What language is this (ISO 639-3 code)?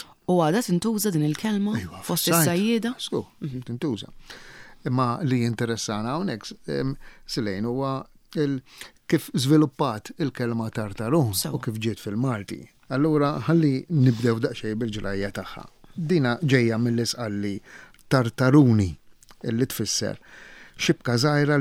mlt